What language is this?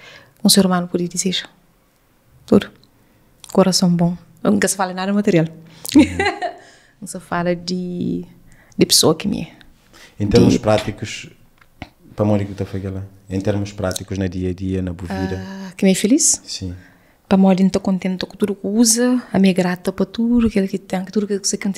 Kabuverdianu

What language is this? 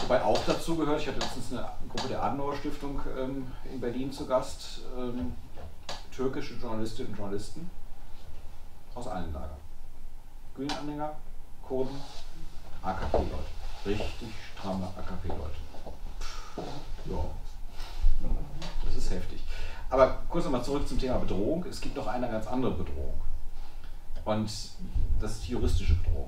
German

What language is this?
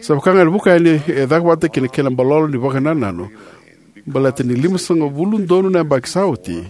Fijian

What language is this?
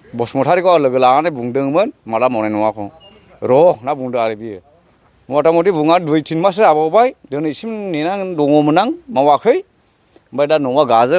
Bodo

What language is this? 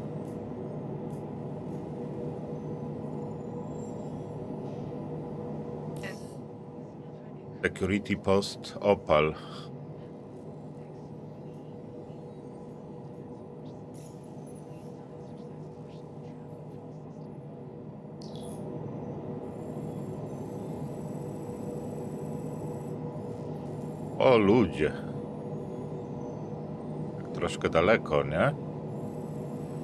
Polish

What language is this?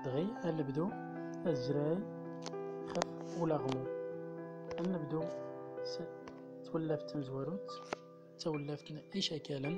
Central Atlas Tamazight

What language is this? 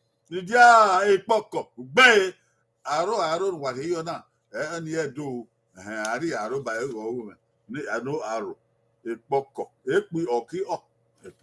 Bini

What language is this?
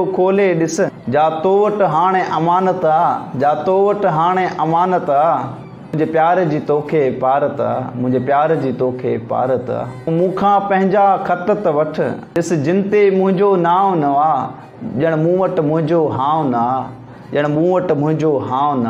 Sindhi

